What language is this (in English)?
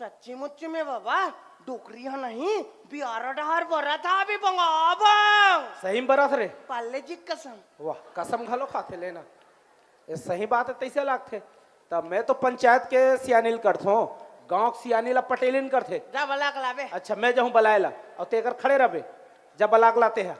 Chhattisgarhi